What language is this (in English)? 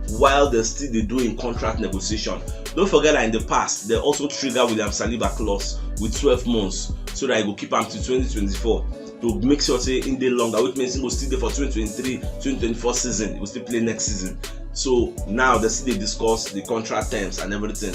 Nigerian Pidgin